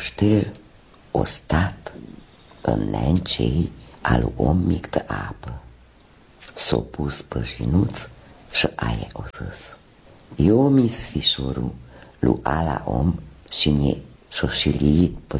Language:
Romanian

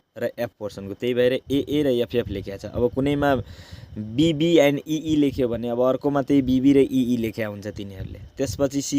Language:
Nepali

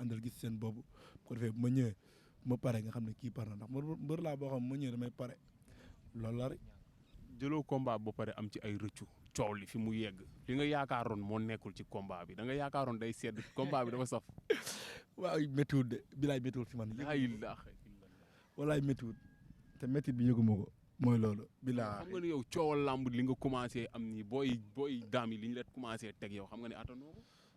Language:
Wolof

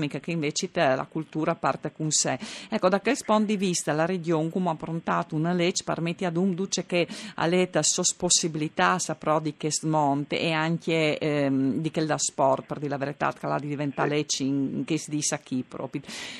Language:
Friulian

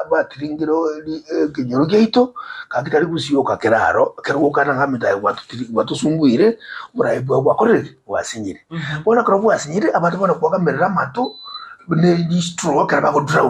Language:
Gusii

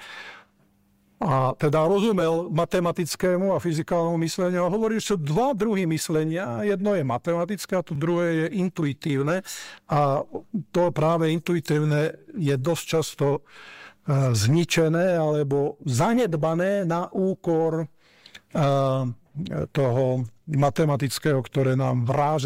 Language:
Slovak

